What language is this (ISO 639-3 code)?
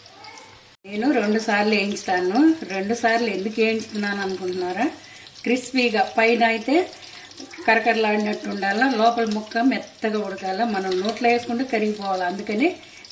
tel